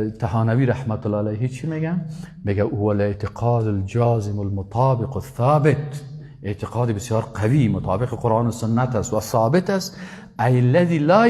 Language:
Persian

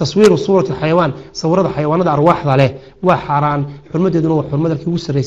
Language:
Somali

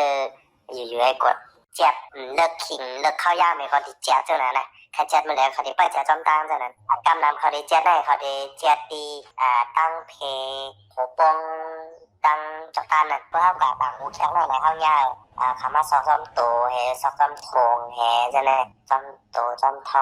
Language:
Shan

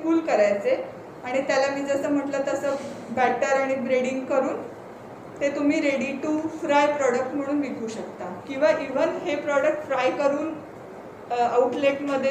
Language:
Marathi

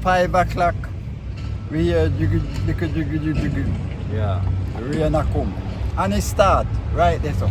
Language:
Jamaican Creole English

